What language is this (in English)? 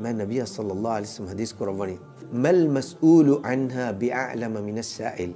Divehi